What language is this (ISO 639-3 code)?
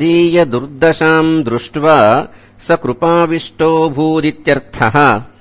san